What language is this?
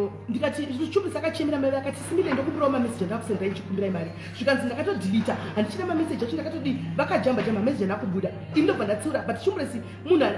Shona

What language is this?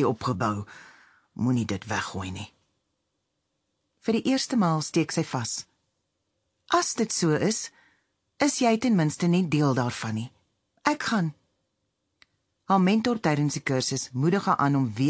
Afrikaans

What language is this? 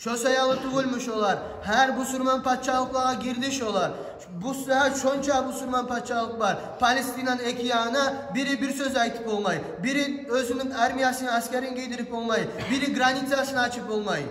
Kumyk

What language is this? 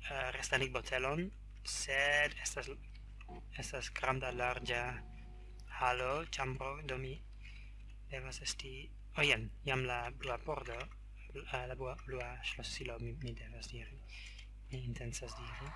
Esperanto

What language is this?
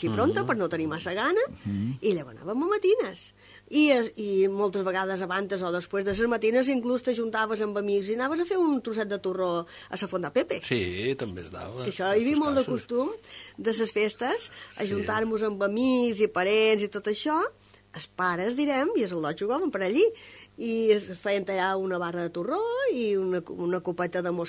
Catalan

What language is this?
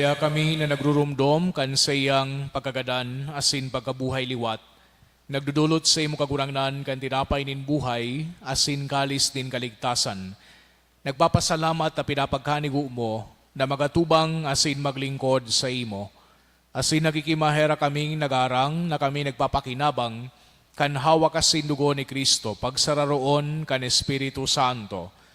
Bikol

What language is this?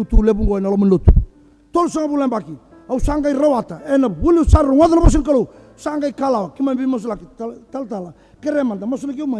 Fijian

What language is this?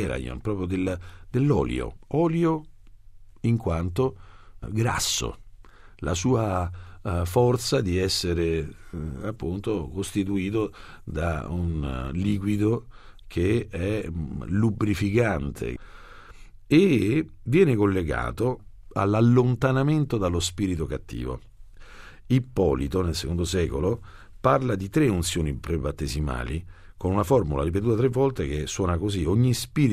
Italian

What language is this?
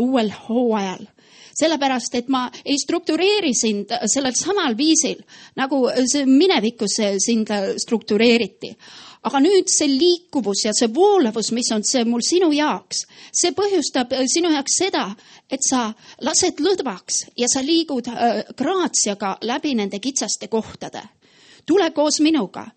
Estonian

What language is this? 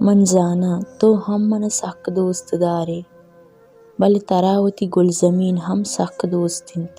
Baluchi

